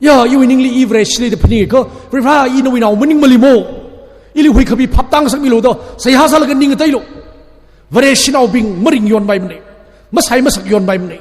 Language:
Tangkhul Naga (India)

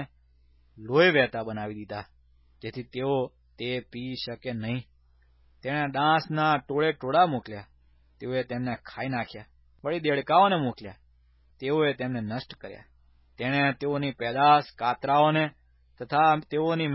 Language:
Gujarati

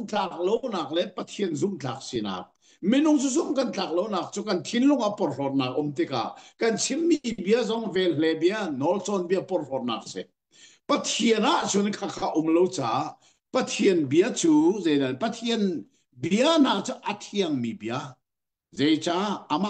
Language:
Hakha Chin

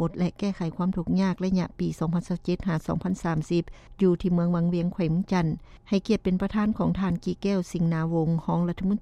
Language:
Lao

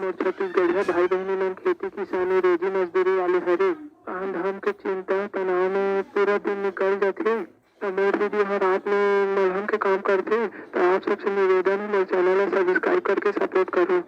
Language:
Chhattisgarhi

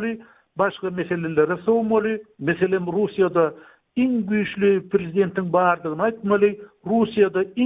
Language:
Turkmen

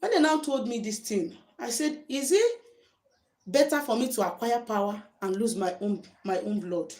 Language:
Igbo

